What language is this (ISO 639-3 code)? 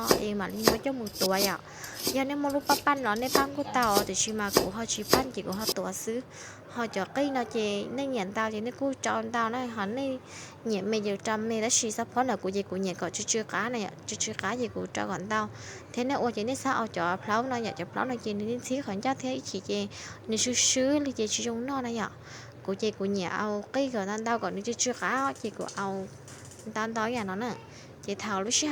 hmn